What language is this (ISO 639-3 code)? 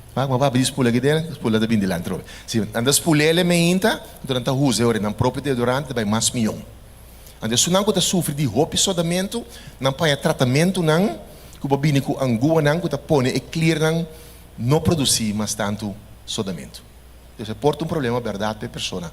pap